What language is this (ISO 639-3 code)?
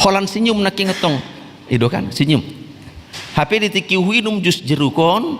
bbc